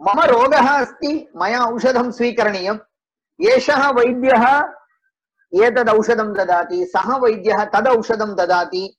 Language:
Sanskrit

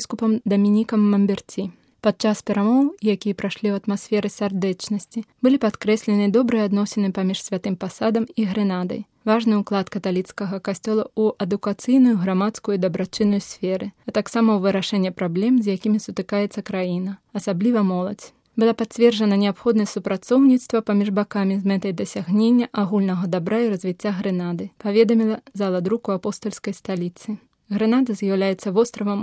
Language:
Belarusian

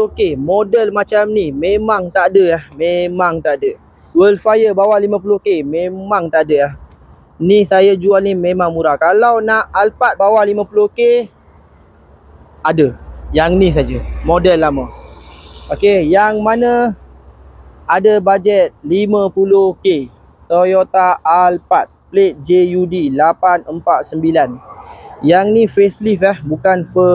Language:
Malay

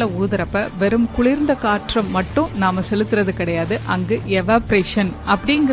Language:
Tamil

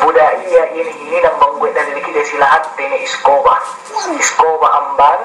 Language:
Yakan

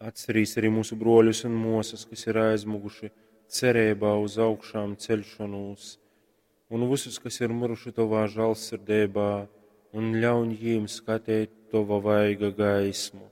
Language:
Latgalian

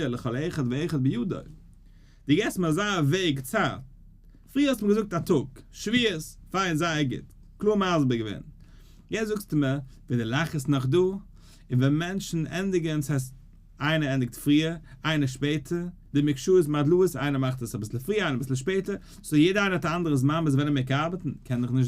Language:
Yiddish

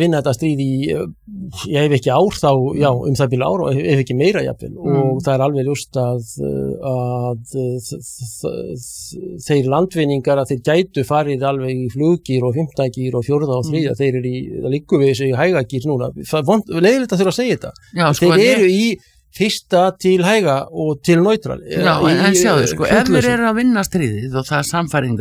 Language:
Icelandic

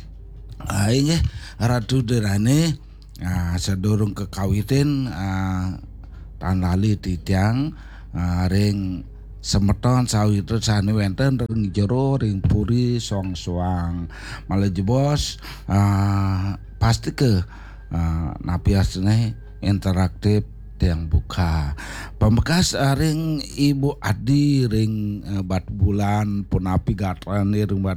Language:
Balinese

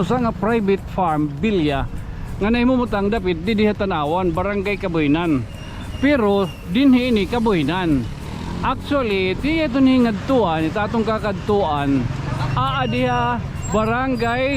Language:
Waray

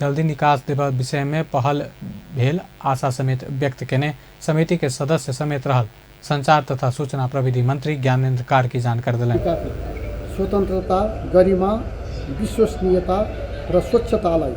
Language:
Maithili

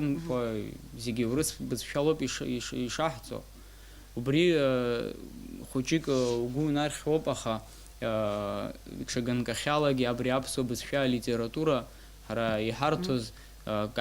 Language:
Abkhazian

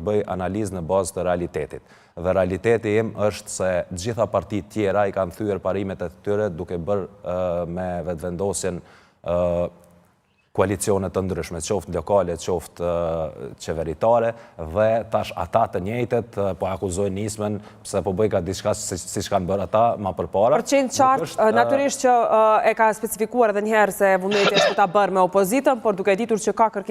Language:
Albanian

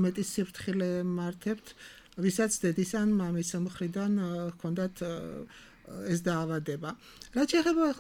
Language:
Georgian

